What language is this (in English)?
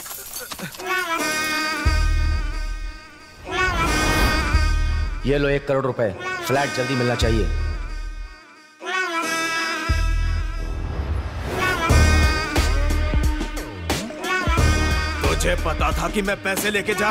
Hindi